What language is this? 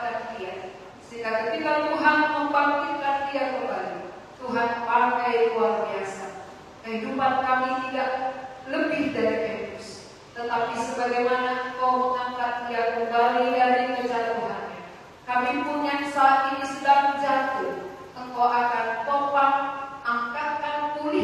Indonesian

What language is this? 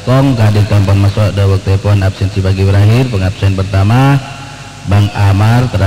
Madurese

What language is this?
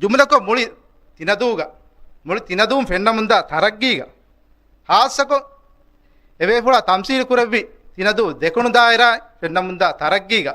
Divehi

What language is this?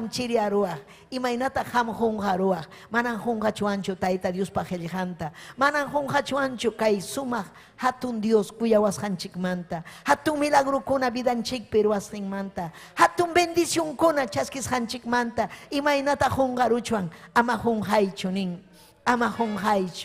Ayacucho Quechua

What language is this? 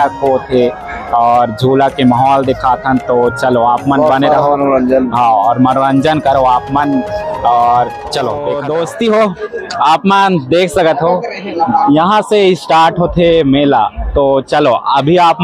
Chhattisgarhi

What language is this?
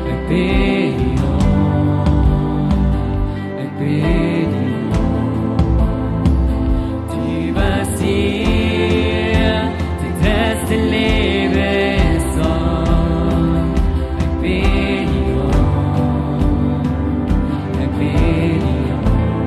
Plautdietsch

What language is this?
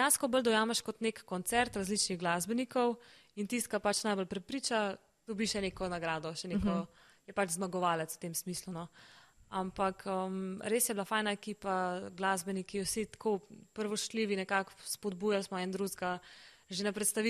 Slovenian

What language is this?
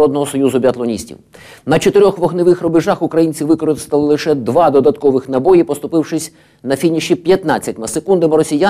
Ukrainian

